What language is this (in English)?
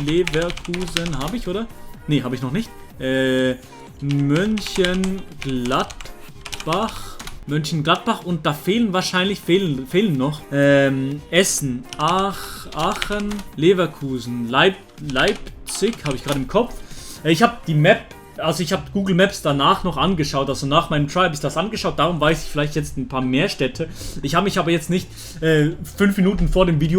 Swiss German